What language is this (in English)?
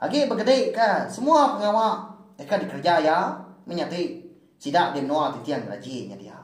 Iban